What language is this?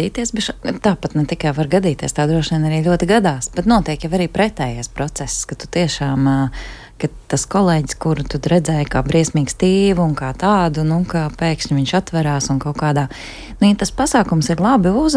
Latvian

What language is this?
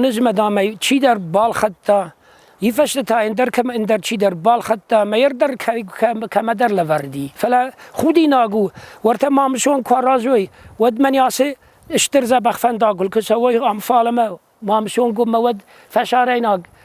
Ossetic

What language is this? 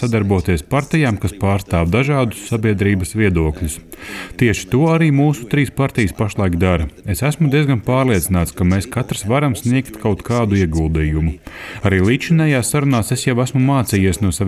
Latvian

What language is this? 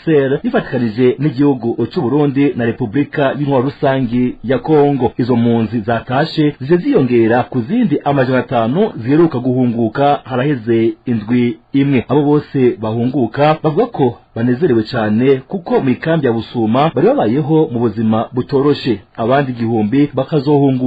Rundi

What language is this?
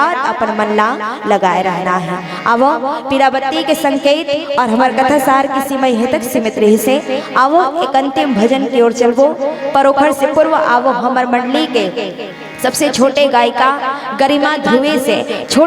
Chhattisgarhi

